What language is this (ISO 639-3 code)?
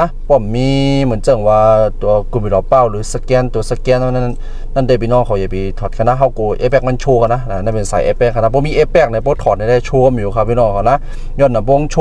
shn